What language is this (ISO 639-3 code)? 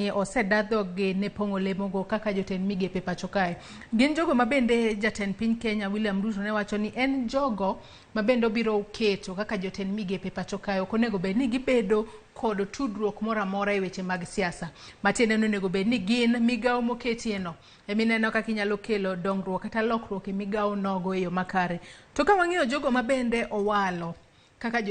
luo